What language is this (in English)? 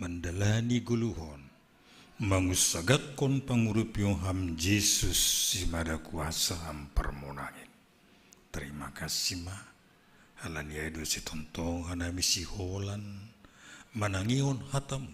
Batak Simalungun